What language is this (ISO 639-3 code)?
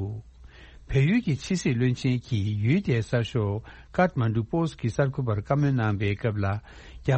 bod